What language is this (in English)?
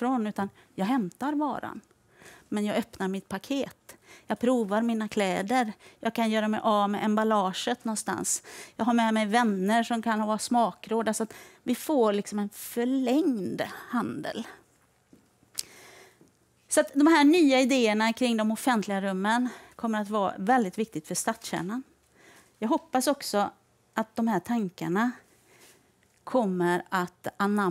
Swedish